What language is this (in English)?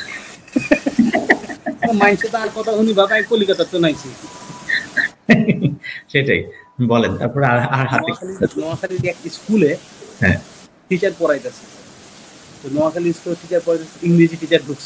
Bangla